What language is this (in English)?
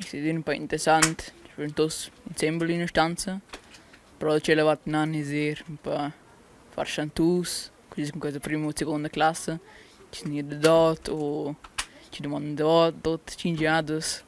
Romansh